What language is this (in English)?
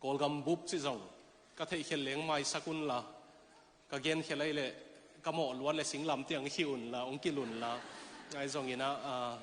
Tedim Chin